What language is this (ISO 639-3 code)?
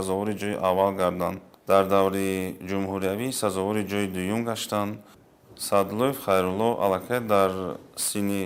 tgk